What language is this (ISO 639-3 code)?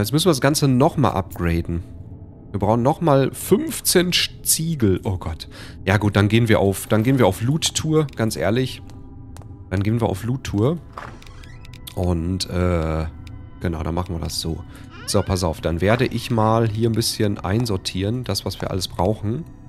deu